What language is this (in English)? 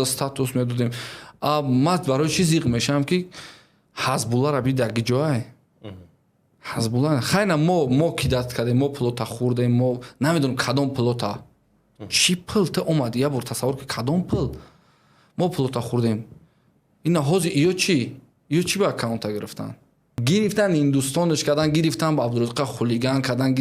Tajik